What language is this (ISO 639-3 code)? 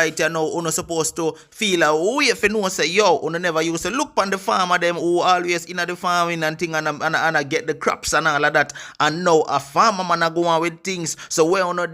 jam